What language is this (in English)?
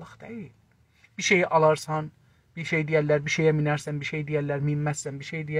South Azerbaijani